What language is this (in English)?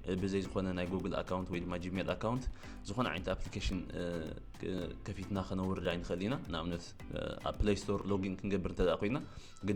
Tigrinya